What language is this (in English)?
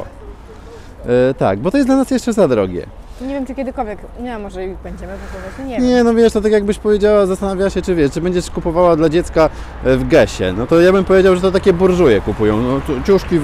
Polish